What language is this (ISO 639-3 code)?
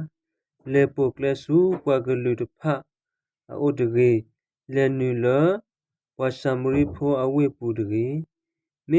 ksw